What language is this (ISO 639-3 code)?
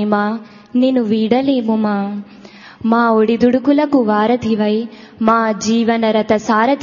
tel